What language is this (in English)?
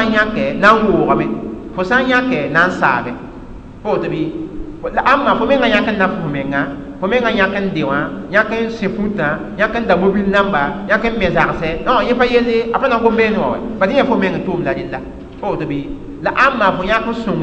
Mossi